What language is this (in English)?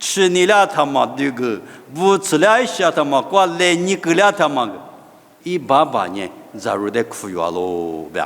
Lisu